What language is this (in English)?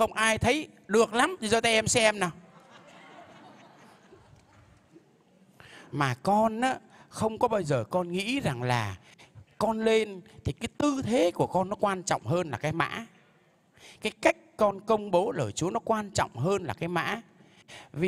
Vietnamese